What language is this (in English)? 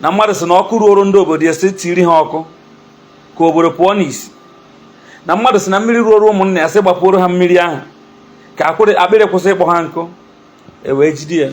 Igbo